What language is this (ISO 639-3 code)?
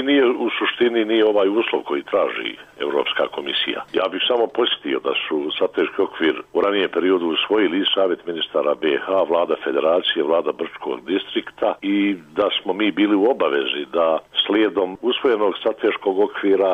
bos